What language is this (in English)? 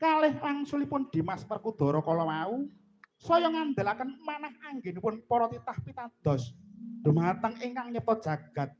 Javanese